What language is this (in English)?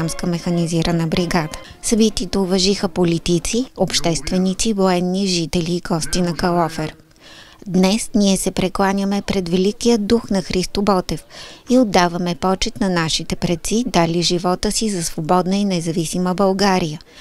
Bulgarian